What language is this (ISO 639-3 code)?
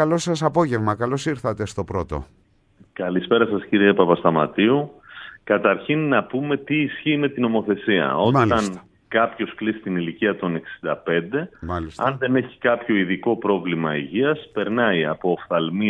ell